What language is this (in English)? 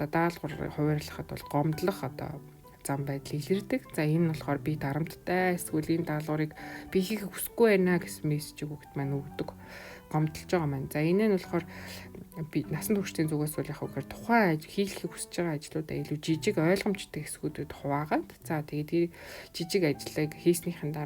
Mongolian